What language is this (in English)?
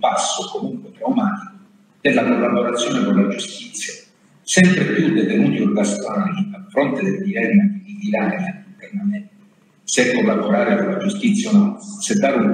Italian